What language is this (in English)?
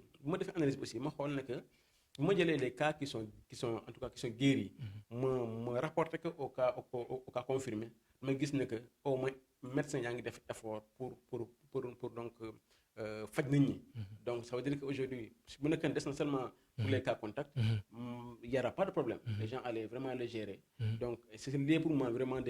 Wolof